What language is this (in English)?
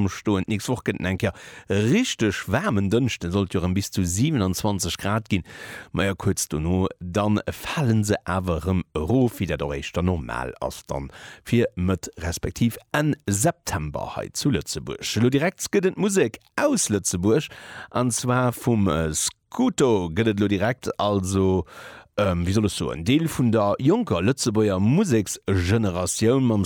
Luxembourgish